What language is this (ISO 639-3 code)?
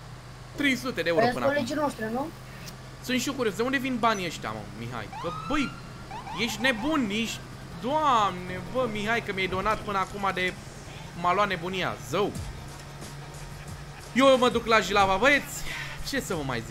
ron